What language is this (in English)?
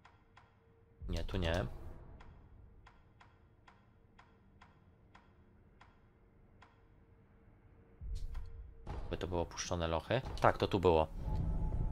Polish